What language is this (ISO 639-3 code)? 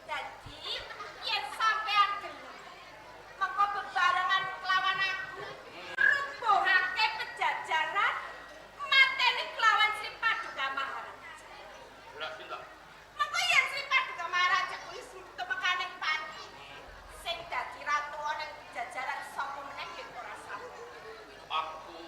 jav